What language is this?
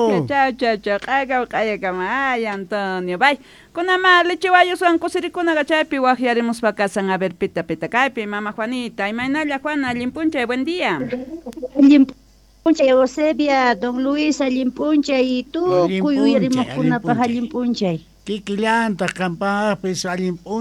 Quechua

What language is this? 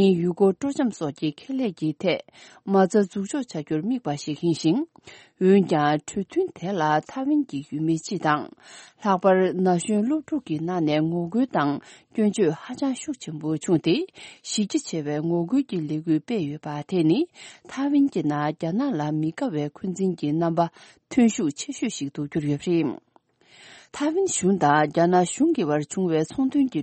Tibetan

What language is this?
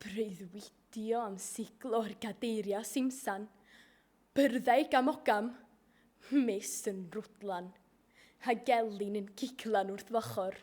Welsh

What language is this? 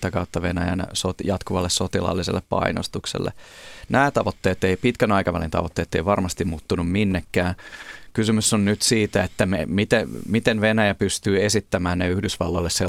Finnish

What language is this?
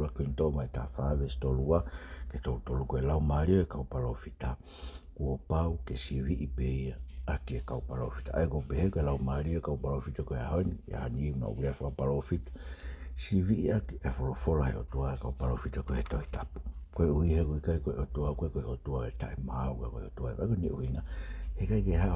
Tongan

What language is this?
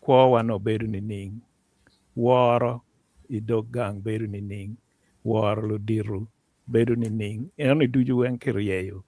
Acoli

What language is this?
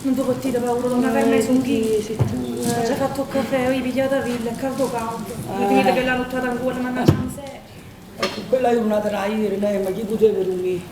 Neapolitan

